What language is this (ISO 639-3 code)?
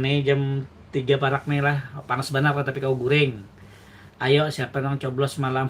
bjn